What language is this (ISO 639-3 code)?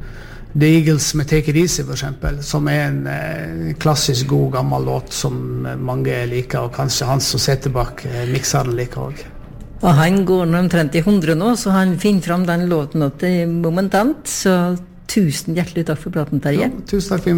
nor